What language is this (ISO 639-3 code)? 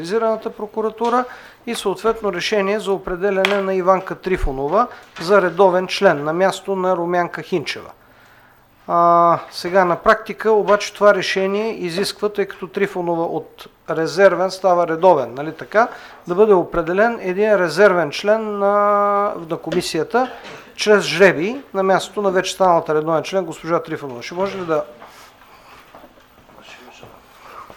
bul